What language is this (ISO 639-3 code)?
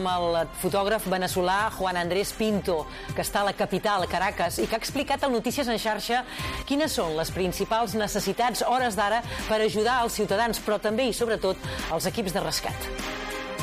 cat